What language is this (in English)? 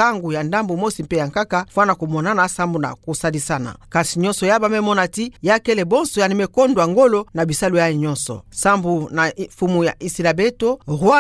Kituba (Democratic Republic of Congo)